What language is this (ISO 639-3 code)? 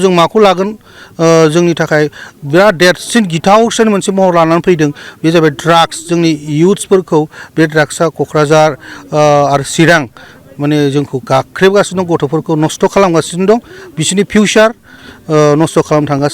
brx